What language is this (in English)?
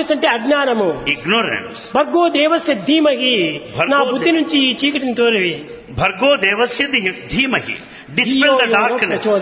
Telugu